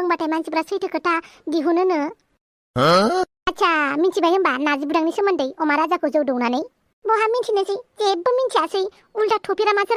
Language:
Bodo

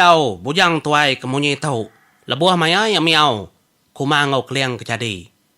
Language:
Iban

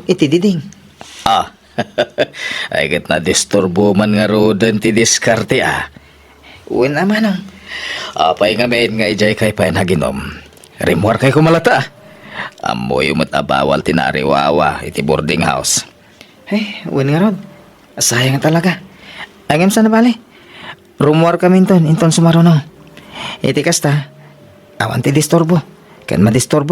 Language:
Iloko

